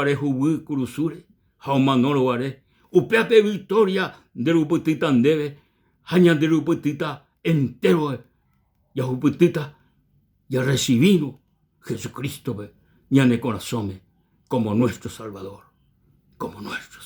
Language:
Guarani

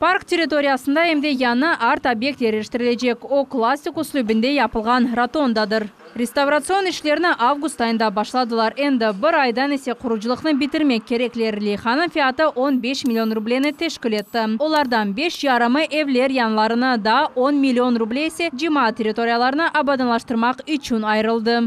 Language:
Crimean Tatar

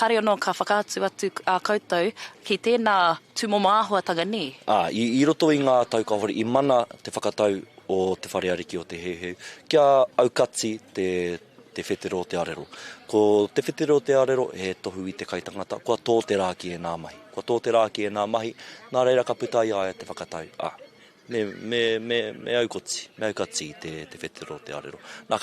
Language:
Māori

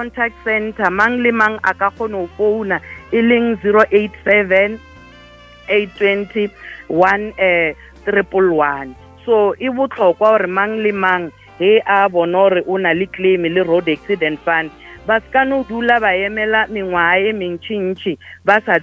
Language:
Northern Sotho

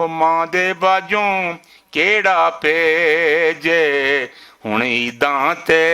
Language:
Western Panjabi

